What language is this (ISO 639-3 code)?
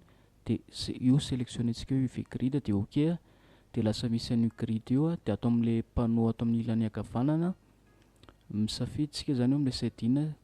mlg